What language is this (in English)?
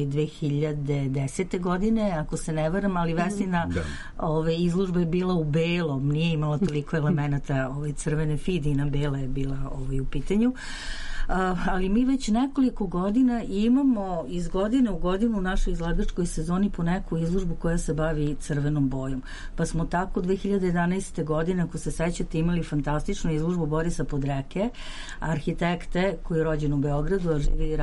Serbian